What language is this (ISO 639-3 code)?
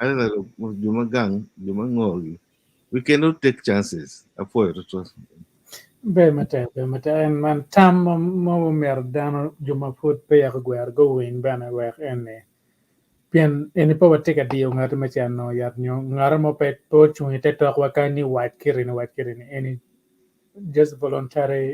ach